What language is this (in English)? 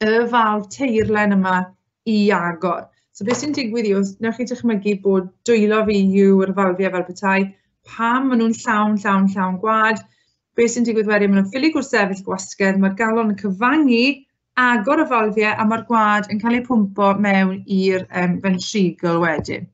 Welsh